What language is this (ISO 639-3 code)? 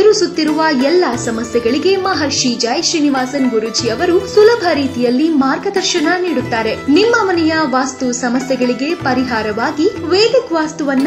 kan